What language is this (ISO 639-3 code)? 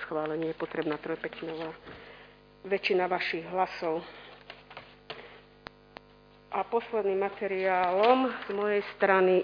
slk